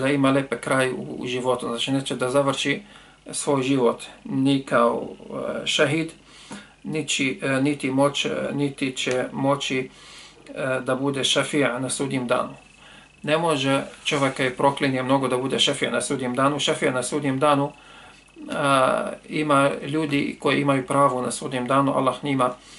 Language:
Bosnian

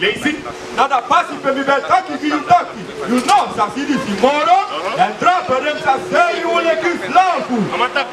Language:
Sranan Tongo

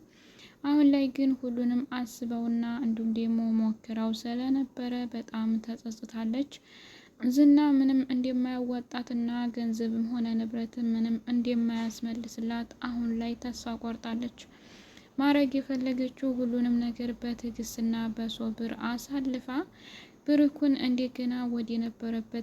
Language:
Amharic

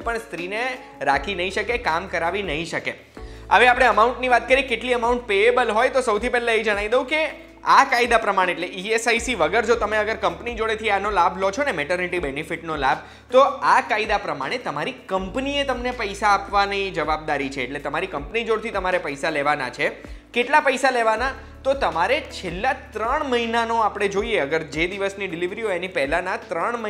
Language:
Gujarati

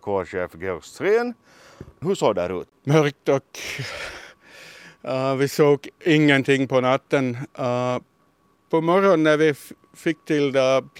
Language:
Swedish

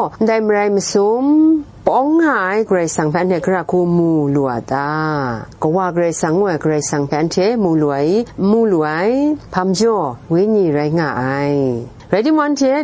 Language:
Kachin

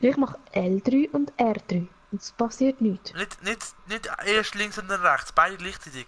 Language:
Swiss German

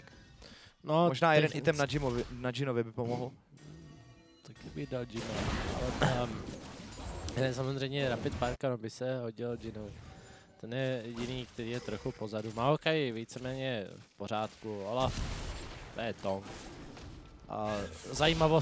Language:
Czech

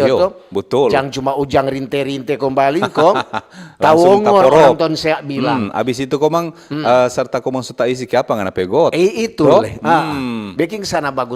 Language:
Manado Malay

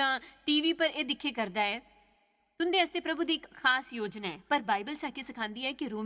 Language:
Dogri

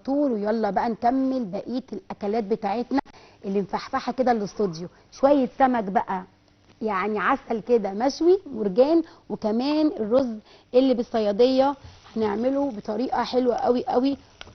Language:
Egyptian Arabic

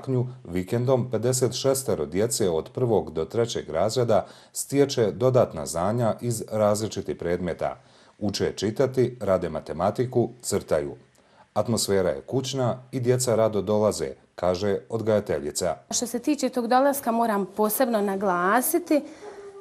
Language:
Bosnian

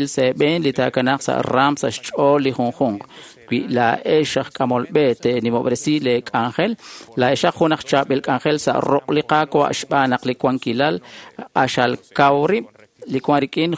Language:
Kekchí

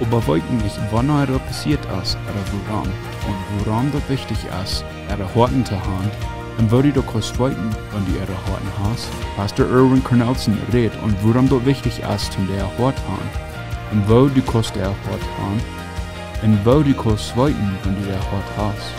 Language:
Plautdietsch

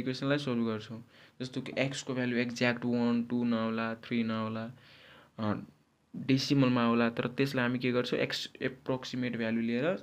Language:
Nepali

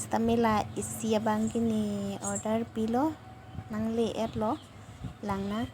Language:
Karbi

